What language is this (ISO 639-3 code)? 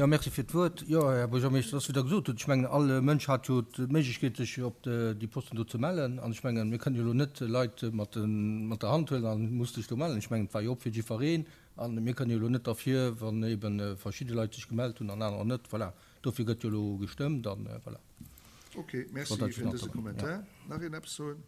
ltz